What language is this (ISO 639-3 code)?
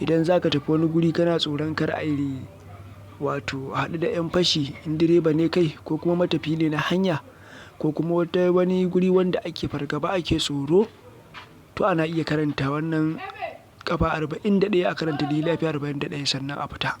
hau